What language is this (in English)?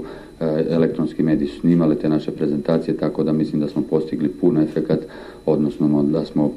Serbian